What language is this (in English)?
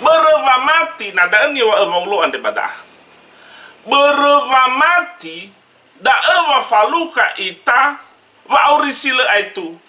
Nias